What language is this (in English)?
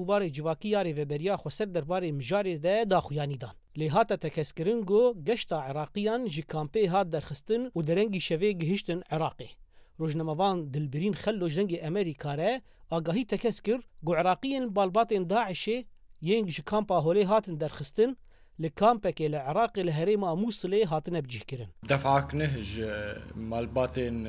Kurdish